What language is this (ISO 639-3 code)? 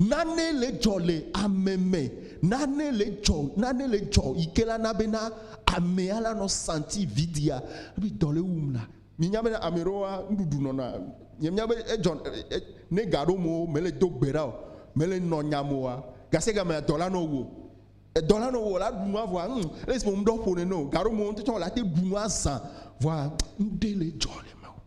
ewe